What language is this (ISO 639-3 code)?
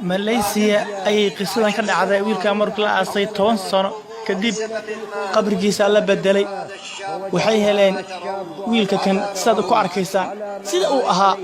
som